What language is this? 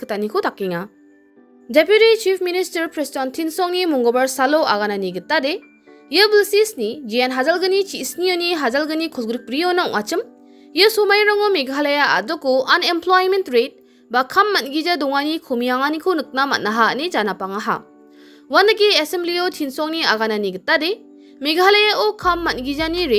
Garo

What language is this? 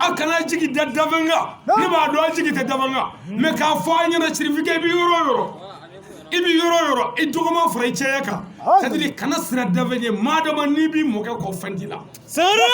Bambara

